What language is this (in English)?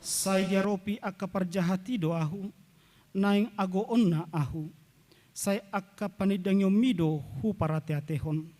Batak Toba